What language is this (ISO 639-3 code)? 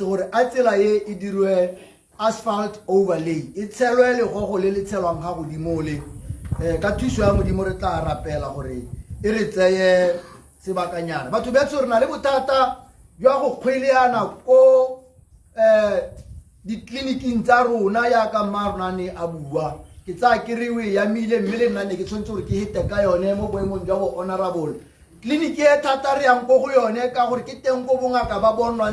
tsn